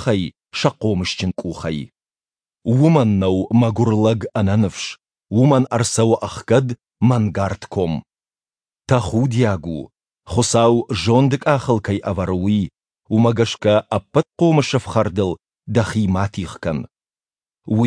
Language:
Ossetic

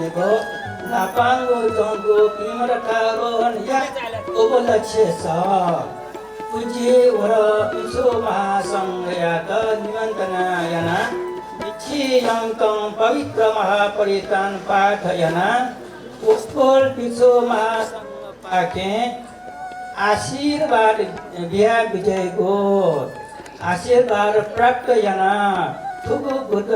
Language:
Newari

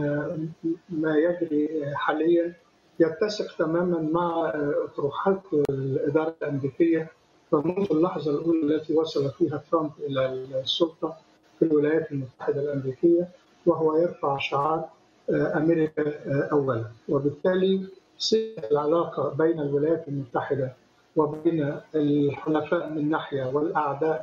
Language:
Arabic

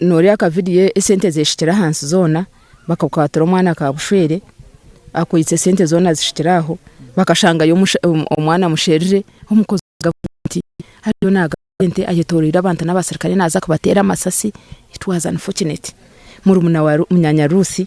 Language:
Nyankole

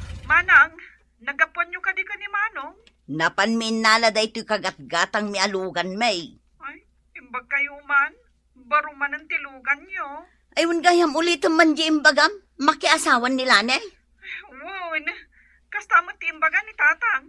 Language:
Iloko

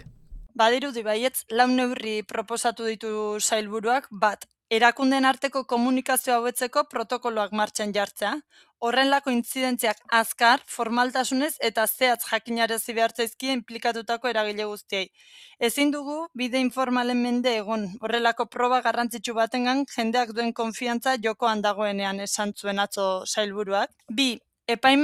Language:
Basque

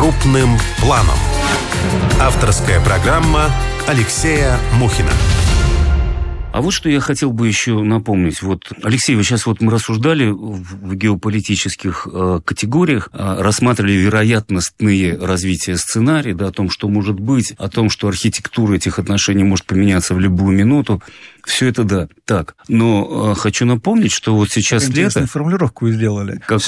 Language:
Russian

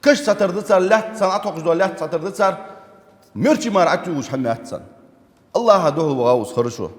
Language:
Ingush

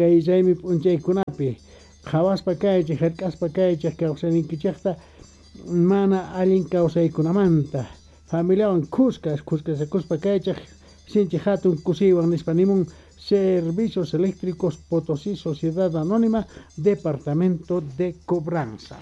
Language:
Quechua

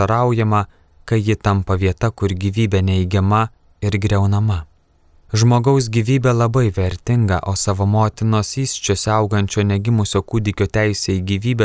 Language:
Lithuanian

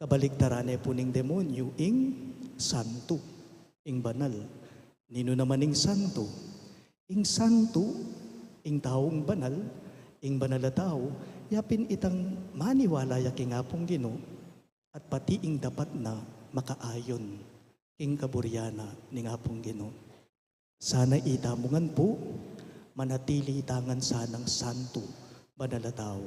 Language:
Pampanga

